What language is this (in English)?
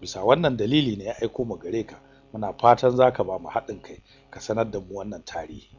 Hausa